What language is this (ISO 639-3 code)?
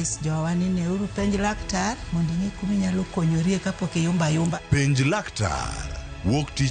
luo